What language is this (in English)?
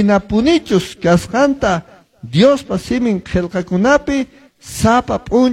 Quechua